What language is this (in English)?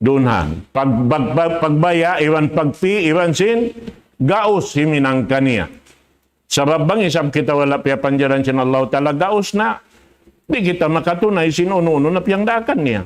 Tausug